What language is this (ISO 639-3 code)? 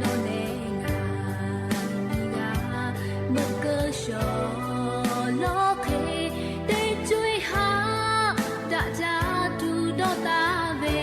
lhu